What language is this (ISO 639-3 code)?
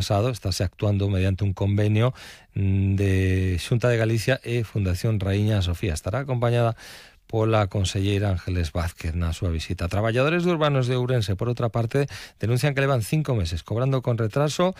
glg